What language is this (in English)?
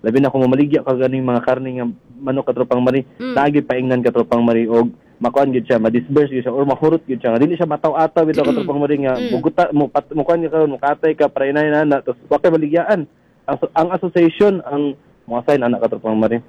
Cebuano